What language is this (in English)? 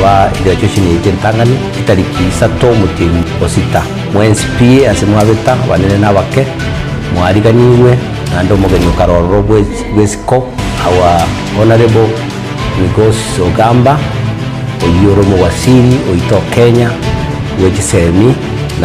Gusii